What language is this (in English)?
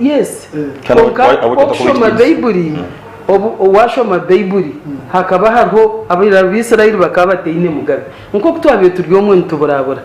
Nyankole